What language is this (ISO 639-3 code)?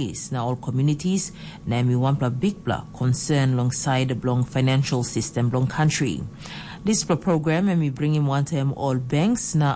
tpi